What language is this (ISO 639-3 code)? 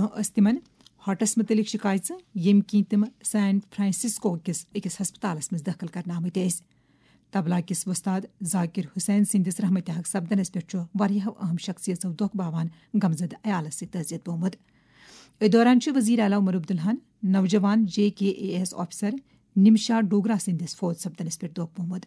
kas